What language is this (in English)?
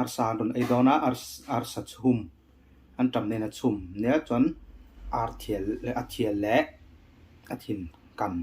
Mizo